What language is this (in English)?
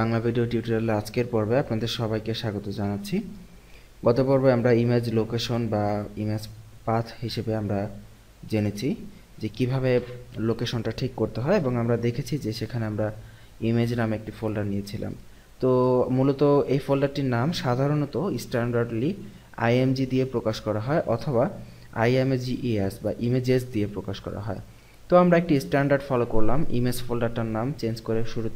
Bangla